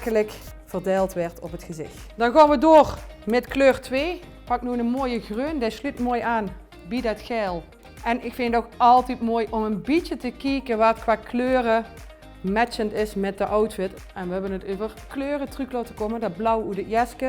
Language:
Limburgish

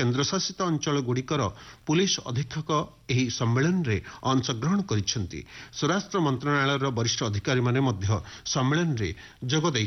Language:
Odia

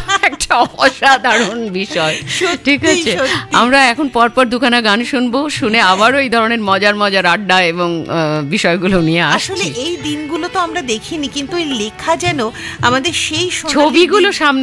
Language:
Bangla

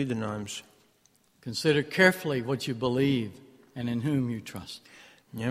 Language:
Latvian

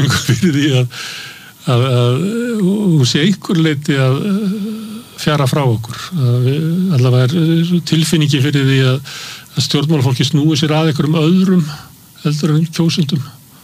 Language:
Icelandic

